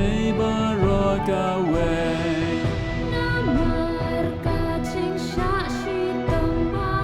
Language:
Khasi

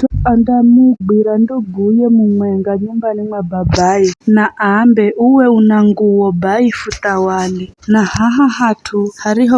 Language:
Giryama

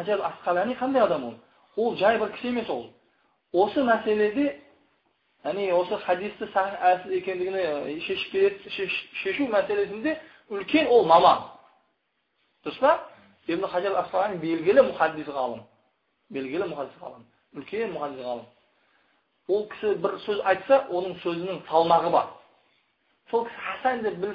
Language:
Kazakh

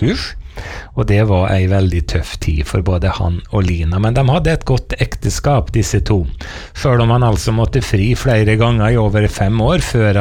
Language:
Norwegian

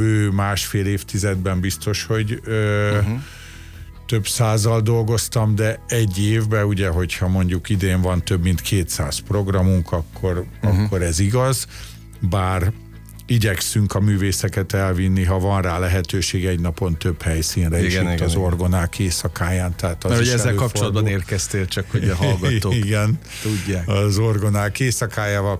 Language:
Hungarian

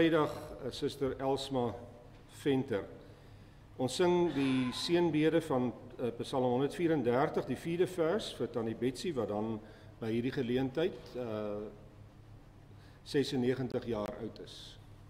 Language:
Afrikaans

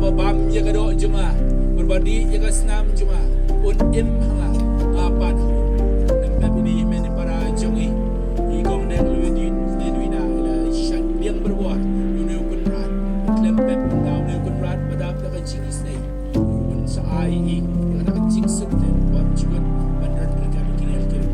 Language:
Khasi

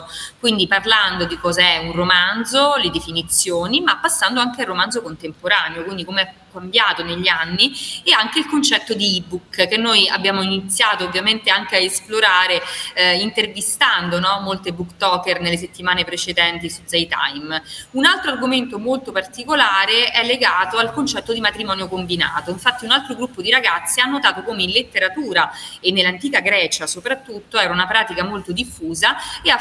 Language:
Italian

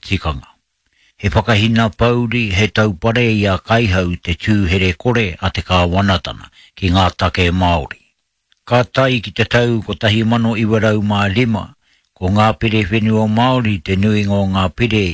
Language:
Māori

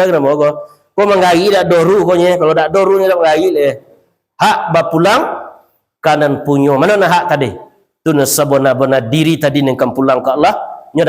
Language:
Minangkabau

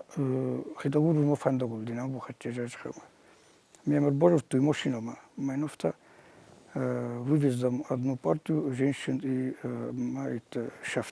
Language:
Ossetic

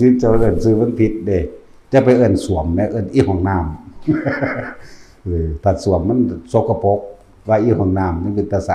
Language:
Northeastern Thai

